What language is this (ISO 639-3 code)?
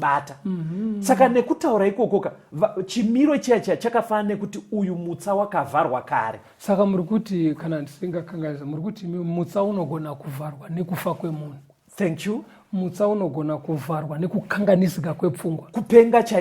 sna